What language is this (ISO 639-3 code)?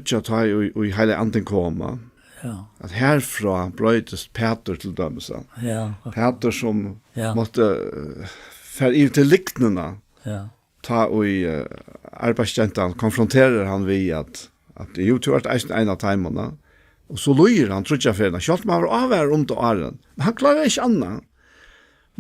fao